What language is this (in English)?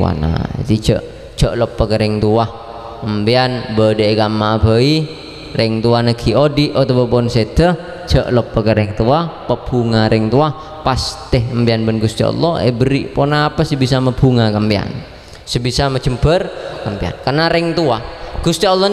Madurese